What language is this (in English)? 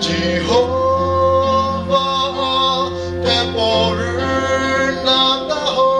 Chokri Naga